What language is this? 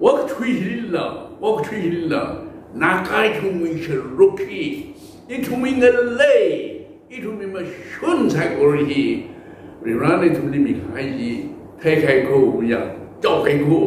Tangkhul Naga (India)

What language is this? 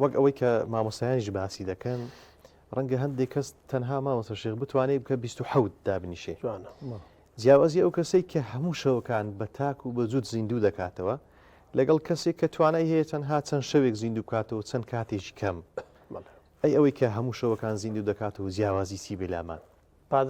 Central Kurdish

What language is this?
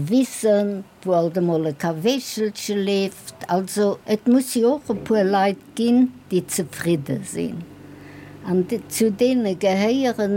Luxembourgish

